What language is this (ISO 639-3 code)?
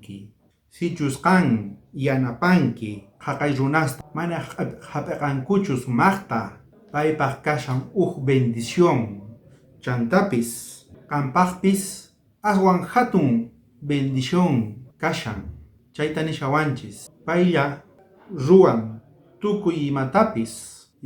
quh